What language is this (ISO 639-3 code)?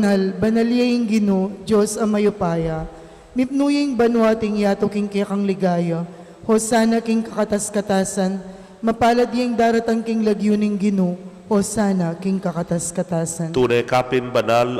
pam